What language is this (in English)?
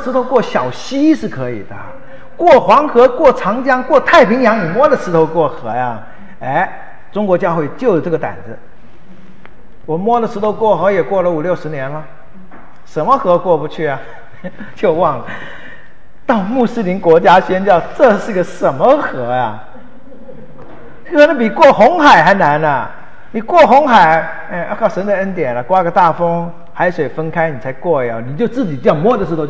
Chinese